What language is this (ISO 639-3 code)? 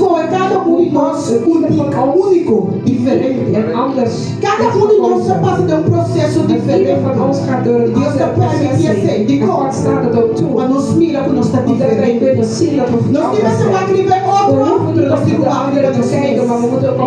pap